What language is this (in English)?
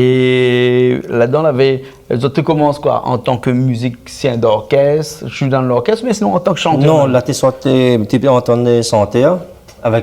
Réunion Creole French